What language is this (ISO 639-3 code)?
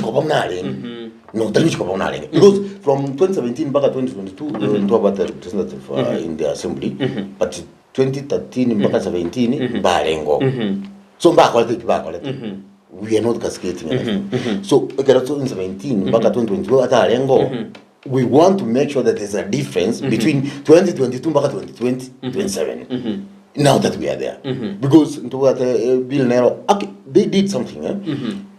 guz